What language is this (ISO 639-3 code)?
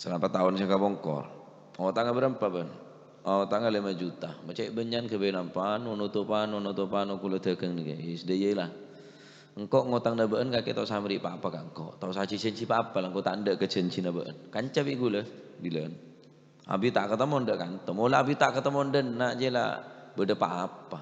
mad